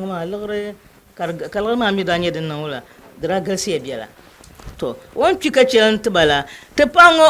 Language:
Dagbani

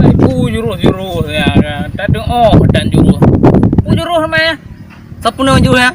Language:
Achinese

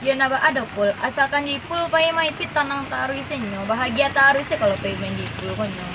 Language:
Minangkabau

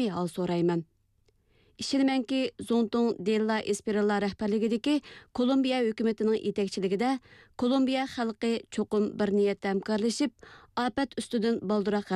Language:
Uyghur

